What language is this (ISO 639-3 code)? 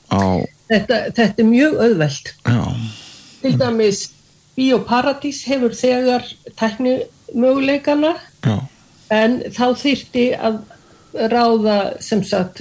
isl